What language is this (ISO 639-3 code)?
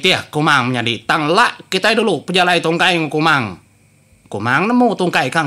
iba